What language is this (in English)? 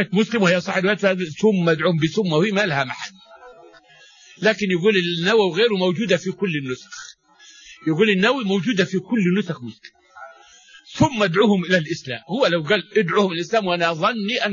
Arabic